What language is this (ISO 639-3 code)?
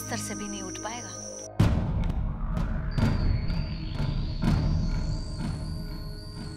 hin